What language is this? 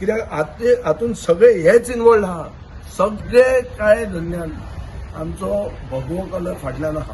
Konkani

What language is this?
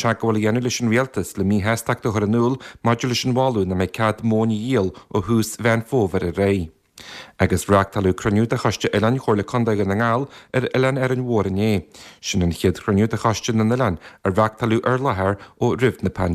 Irish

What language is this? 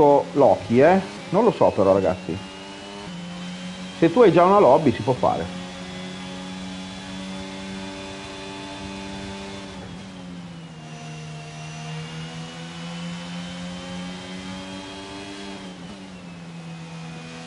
Italian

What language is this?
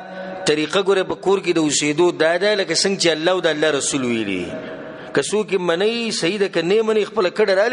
Pashto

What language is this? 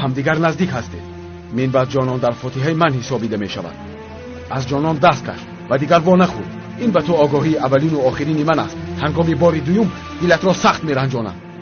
Tajik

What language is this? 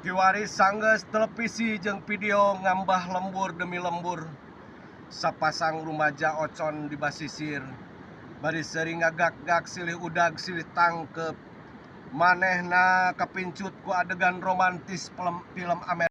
Sundanese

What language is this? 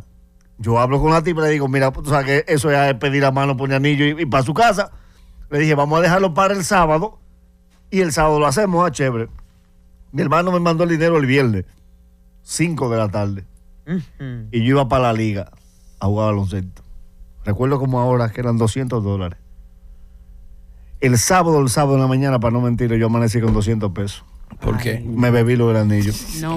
Spanish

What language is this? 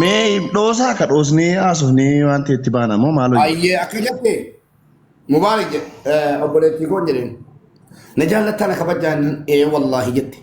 Oromo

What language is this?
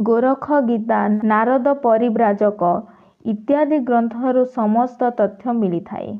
Odia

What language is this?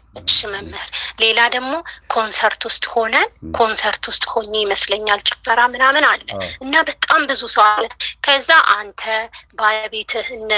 Amharic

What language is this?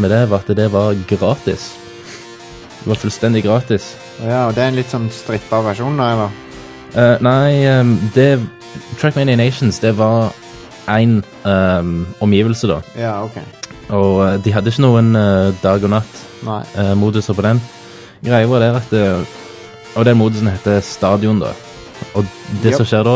Norwegian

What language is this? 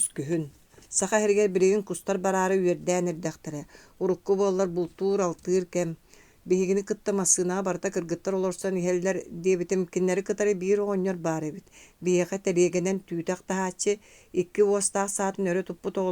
Yakut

